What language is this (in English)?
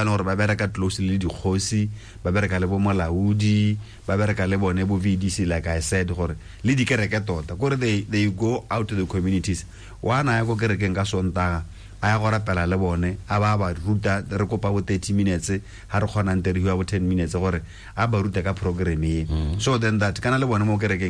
Tswana